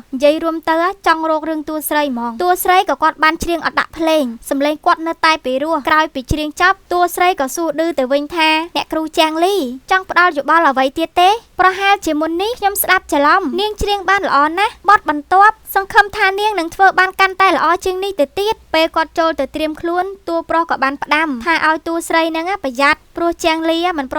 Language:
Khmer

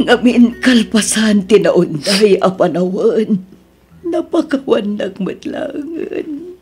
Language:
Iloko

